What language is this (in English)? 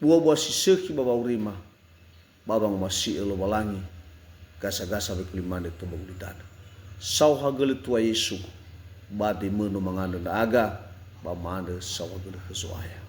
Nias